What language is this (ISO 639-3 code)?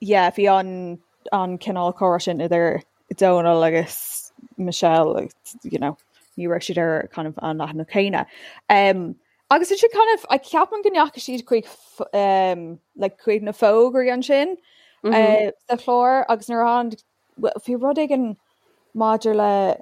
gle